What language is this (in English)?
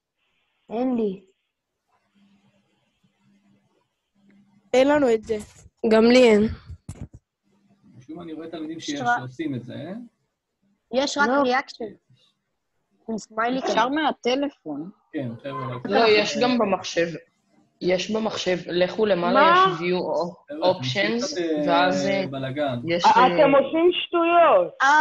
Hebrew